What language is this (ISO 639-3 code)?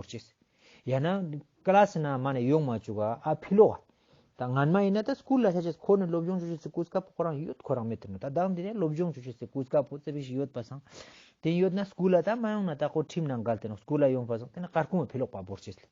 lbj